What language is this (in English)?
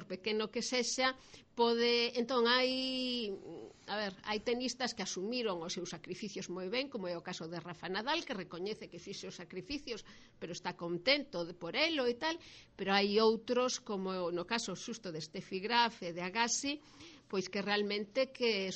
Galician